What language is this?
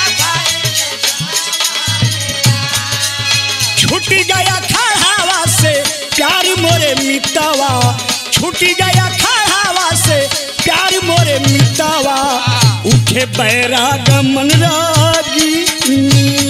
Bhojpuri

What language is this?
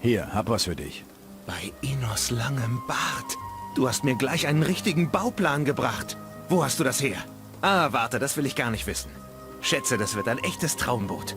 Bavarian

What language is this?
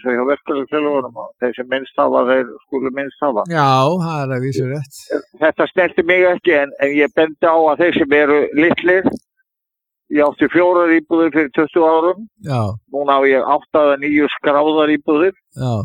Icelandic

